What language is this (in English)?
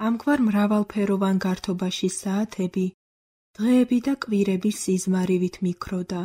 Georgian